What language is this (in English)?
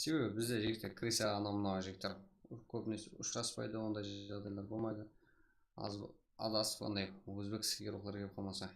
Kara-Kalpak